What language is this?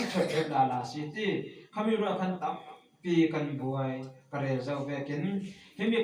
Falam Chin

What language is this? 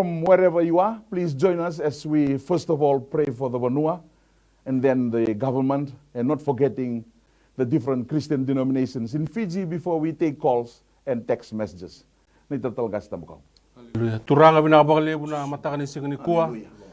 Fijian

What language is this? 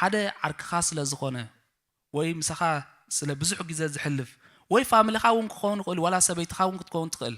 Tigrinya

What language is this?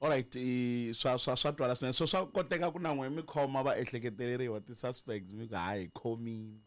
Tsonga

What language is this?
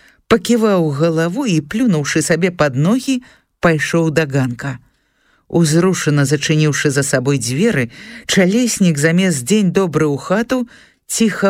Belarusian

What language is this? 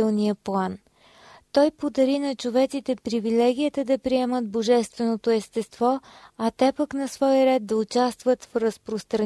Bulgarian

